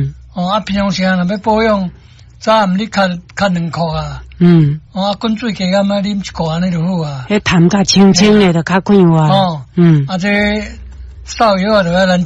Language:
Min Nan Chinese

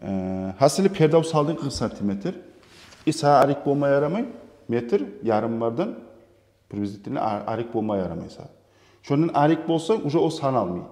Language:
Kumyk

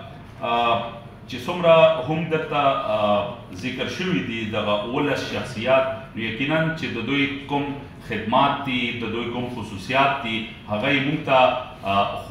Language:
Pashto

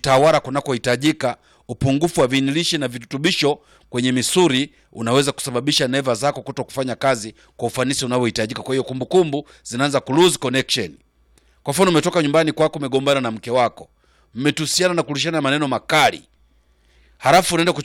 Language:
Swahili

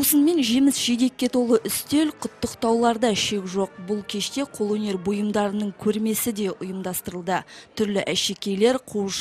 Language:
Kazakh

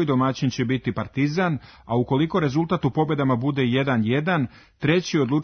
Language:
Serbian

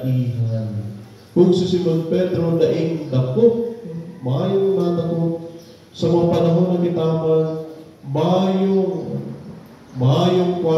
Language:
Bikol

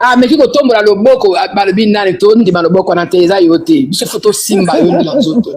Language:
Lingala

